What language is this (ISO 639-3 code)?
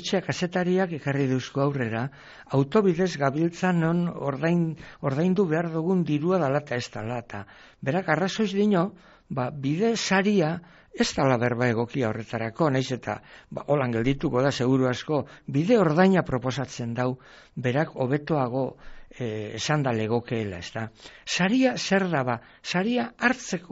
eus